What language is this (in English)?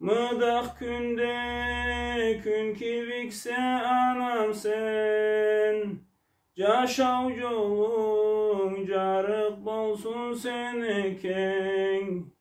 Karachay-Balkar